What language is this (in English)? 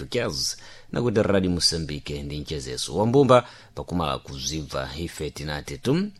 Sena